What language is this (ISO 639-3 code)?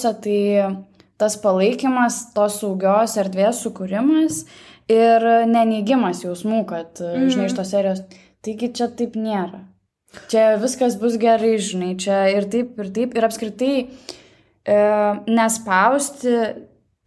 lit